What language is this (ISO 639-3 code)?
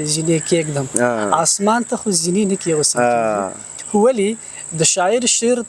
pus